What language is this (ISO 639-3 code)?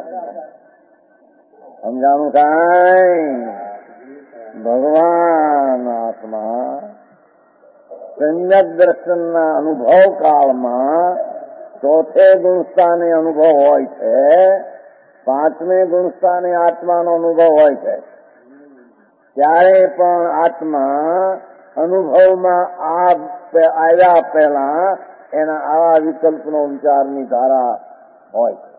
guj